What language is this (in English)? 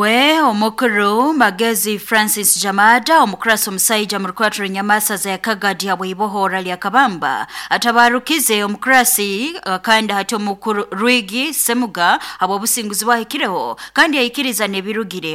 Nyoro